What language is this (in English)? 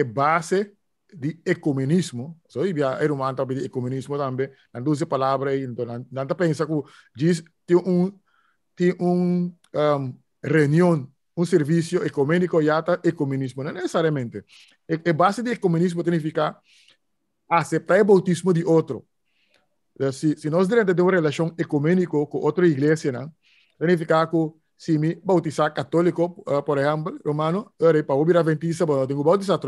Papiamento